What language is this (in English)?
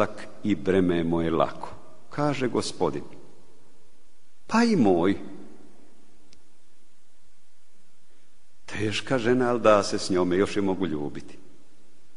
Croatian